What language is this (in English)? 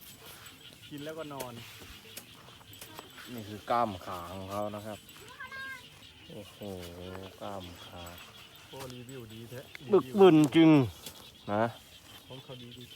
Lao